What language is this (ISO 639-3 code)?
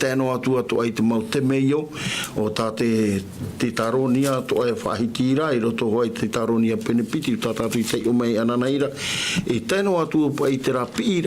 tah